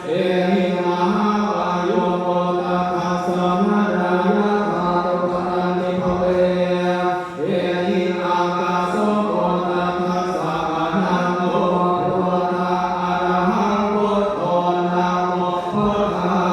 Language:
Pali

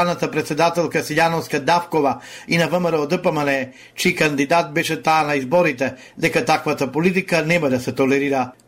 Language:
Macedonian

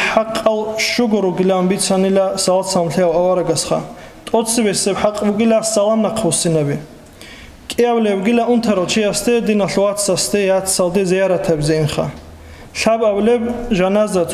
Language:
Avaric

